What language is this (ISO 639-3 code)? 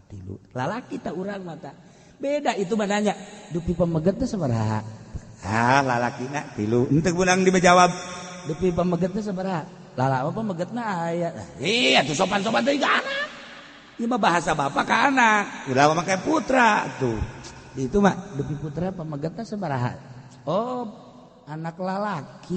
sun